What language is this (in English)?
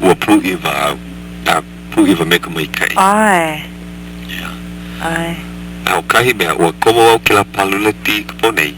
Hawaiian